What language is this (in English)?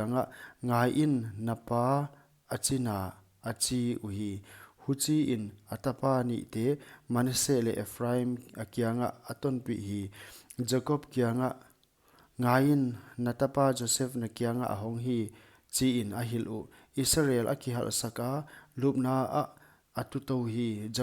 Paite Chin